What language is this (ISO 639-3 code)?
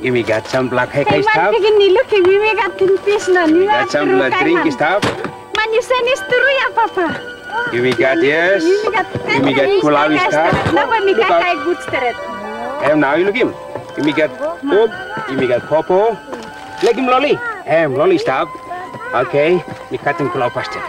tpi